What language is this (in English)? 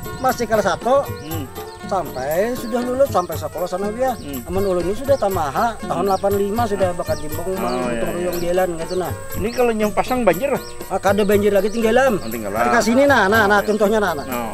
Banjar